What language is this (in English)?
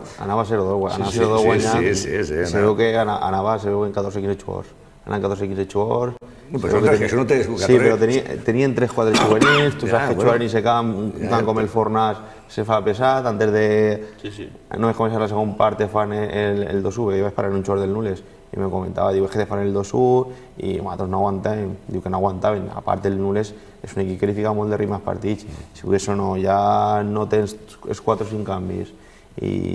Catalan